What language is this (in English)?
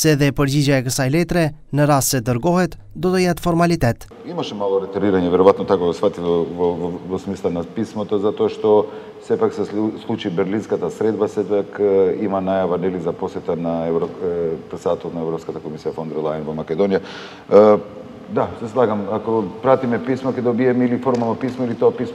Macedonian